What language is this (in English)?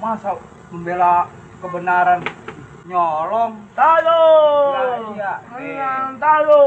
Betawi